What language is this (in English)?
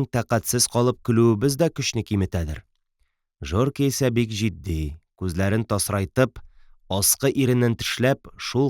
Tatar